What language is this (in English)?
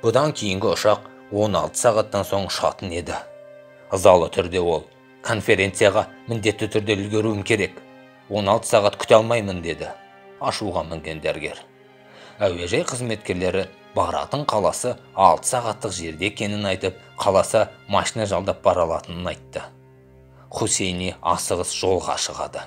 Kazakh